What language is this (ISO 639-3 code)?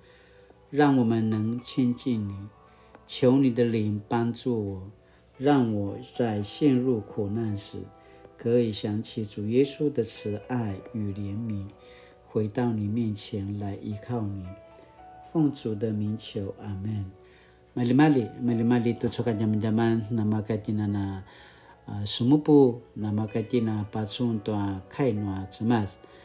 pwn